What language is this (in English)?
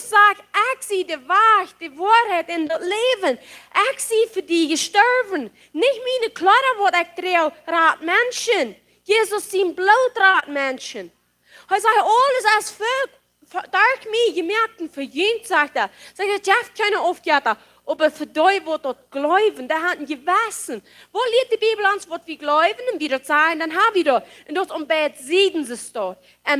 Plautdietsch